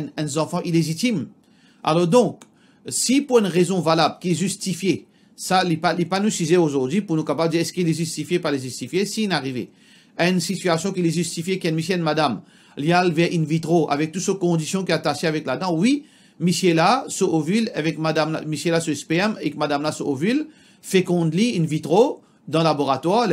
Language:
Morisyen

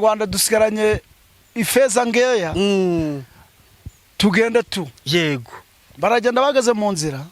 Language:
Kinyarwanda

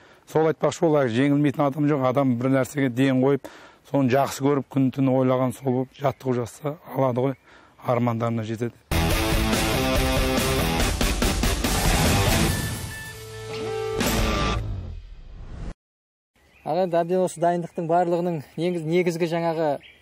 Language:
Kazakh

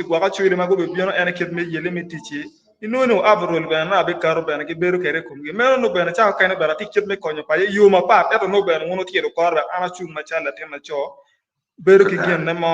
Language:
Acoli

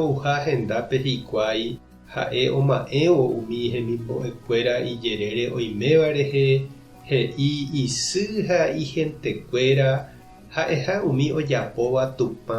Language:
Guarani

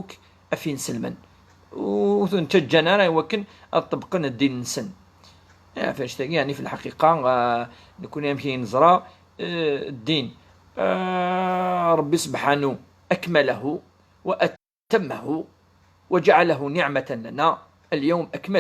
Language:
Kabyle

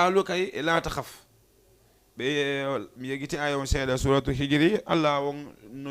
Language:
Fula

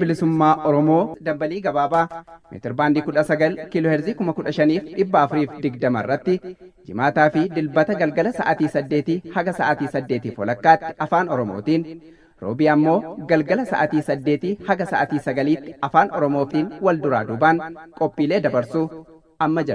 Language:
Oromo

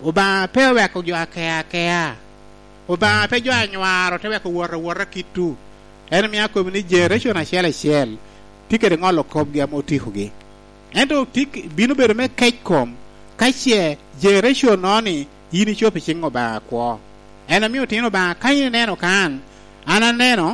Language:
Lango (Uganda)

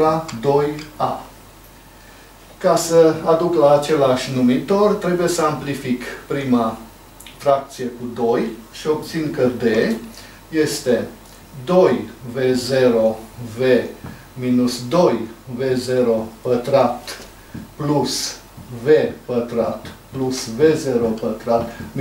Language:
Romanian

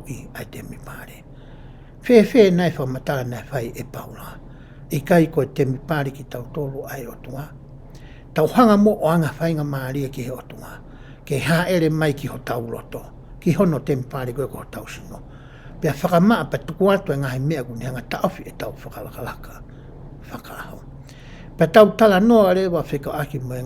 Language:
Tongan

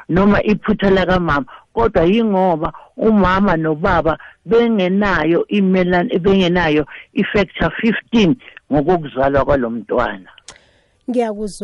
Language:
South Ndebele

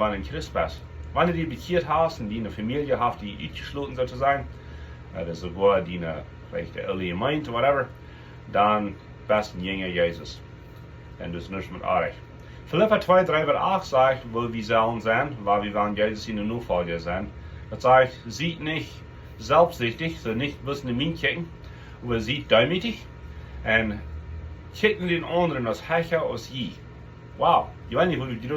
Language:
Plautdietsch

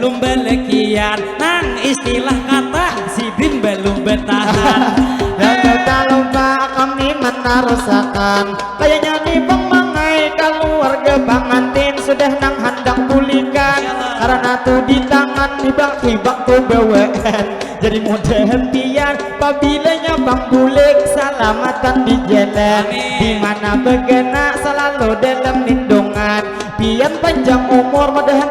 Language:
Banjar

